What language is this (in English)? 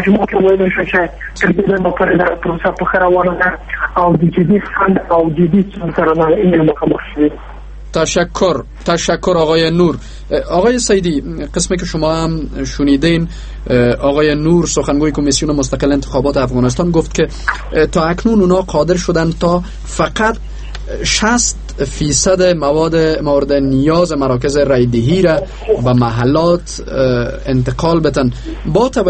Persian